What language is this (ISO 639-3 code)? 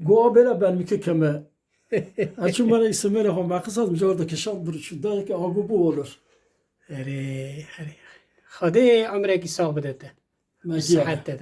kur